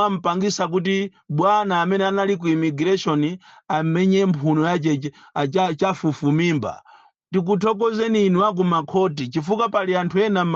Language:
Nyanja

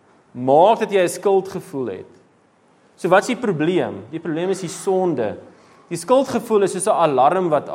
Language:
Afrikaans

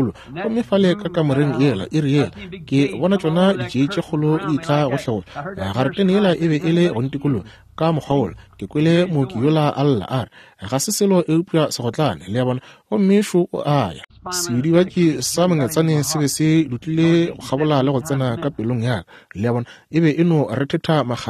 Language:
Northern Sotho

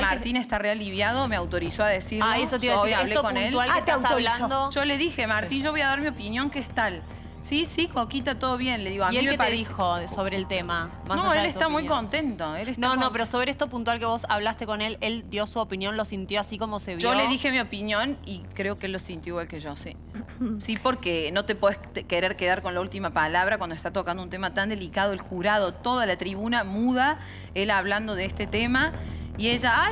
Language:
Spanish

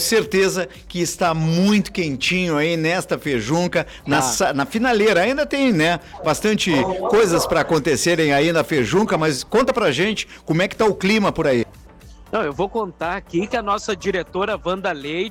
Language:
Portuguese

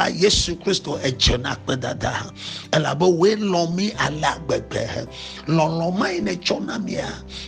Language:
Ewe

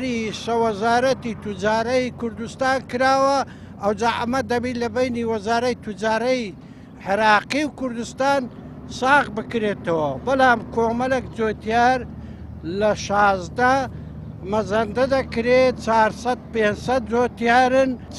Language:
Central Kurdish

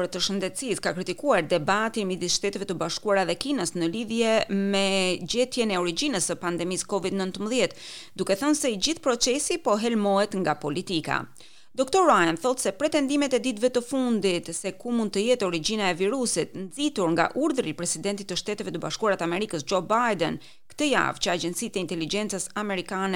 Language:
Albanian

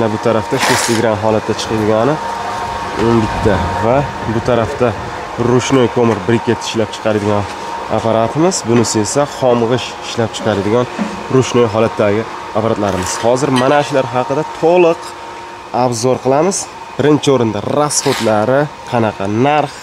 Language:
Uzbek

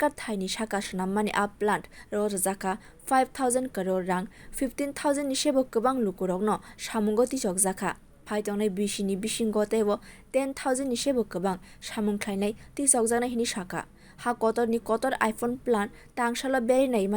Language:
Kok Borok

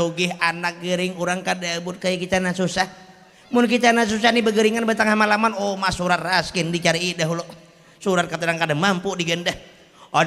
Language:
Banjar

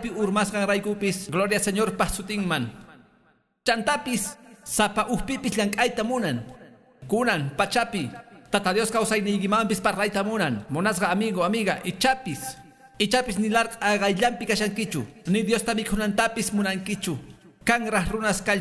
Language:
Quechua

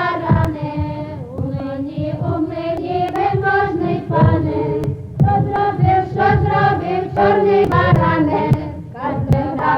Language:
Rusyn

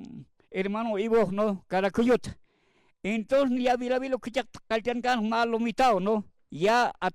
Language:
Aymara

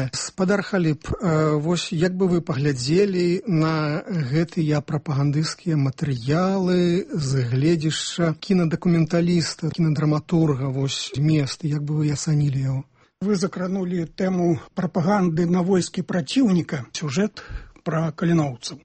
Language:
Belarusian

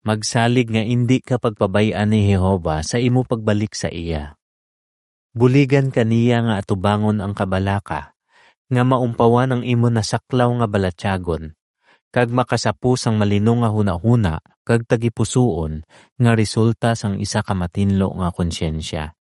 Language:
Hiligaynon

